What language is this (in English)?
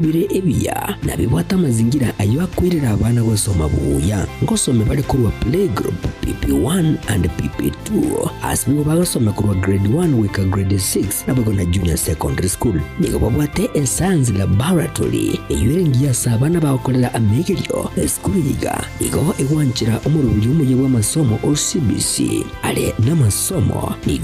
Gusii